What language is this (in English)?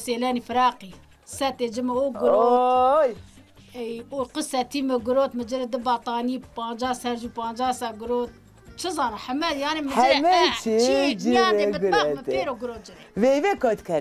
Zaza